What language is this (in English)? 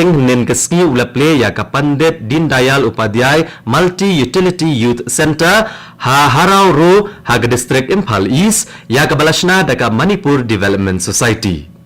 Khasi